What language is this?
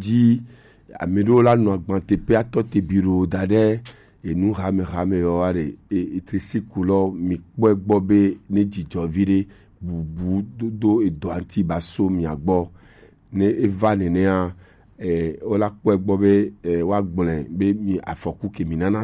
Gen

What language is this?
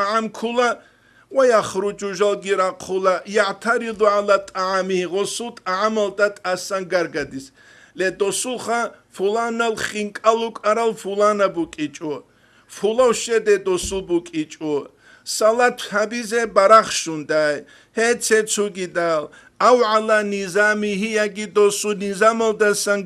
Avaric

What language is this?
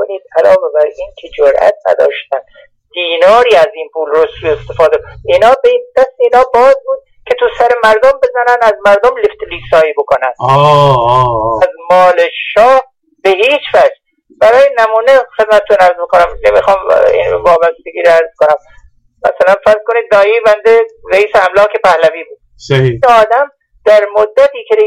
Persian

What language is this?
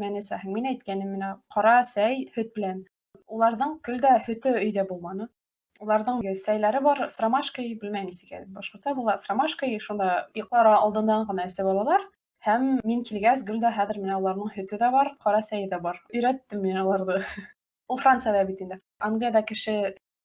Bashkir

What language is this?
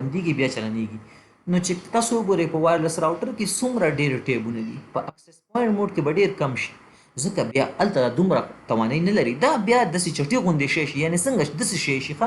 Pashto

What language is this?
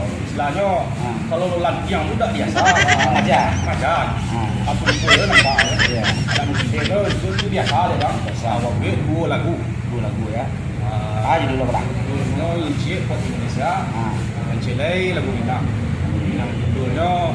Minangkabau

